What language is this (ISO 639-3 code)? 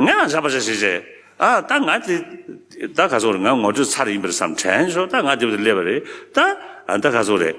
bod